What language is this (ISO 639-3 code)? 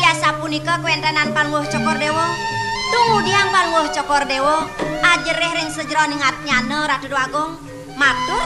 ban